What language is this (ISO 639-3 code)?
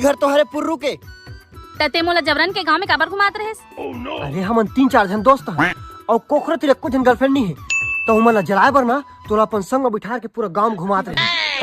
hne